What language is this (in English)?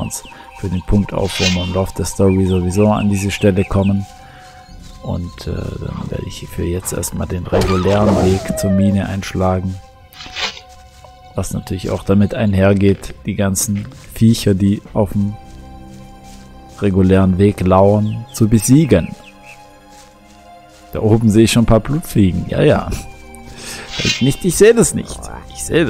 German